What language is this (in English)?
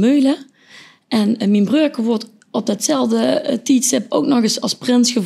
Limburgish